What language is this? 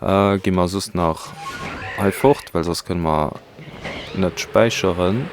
Luxembourgish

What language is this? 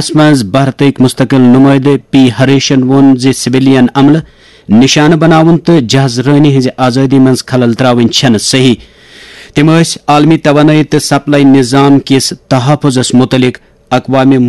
Kashmiri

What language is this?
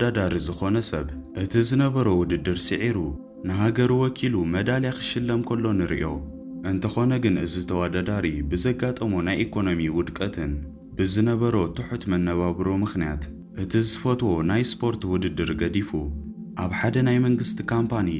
Tigrinya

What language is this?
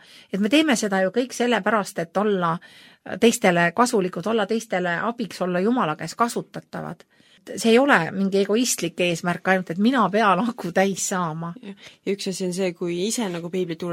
Estonian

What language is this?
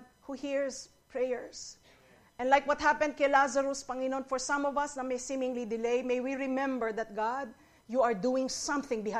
Filipino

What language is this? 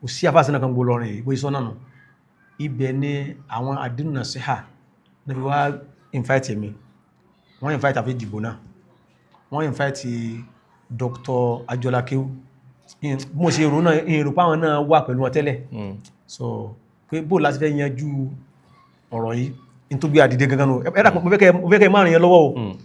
Yoruba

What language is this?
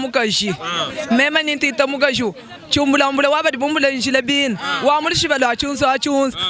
Luba-Lulua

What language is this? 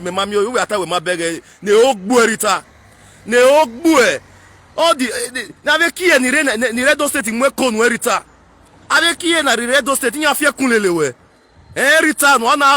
Nigerian Pidgin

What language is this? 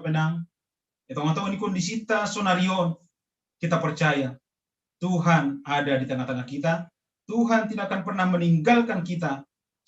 Batak Simalungun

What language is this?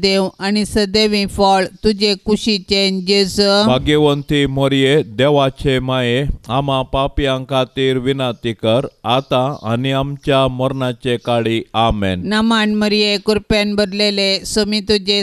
Konkani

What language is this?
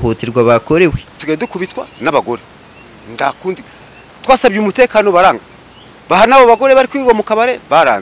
Kinyarwanda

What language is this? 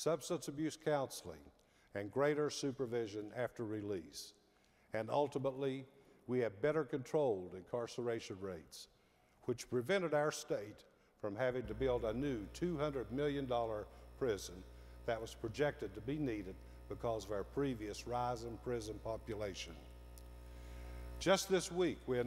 English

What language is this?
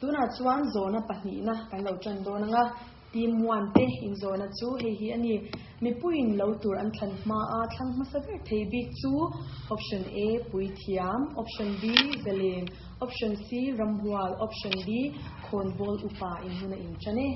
Mizo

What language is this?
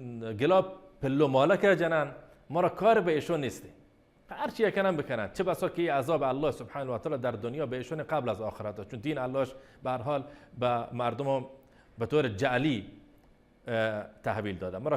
Baluchi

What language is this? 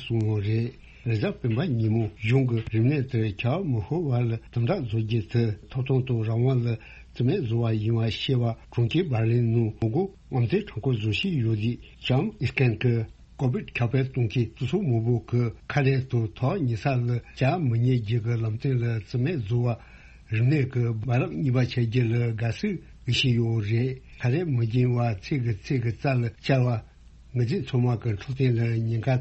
Tibetan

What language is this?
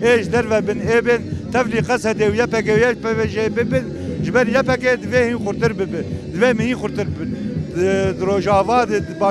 Kurdish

